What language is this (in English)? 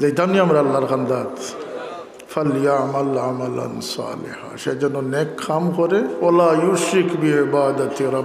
Sylheti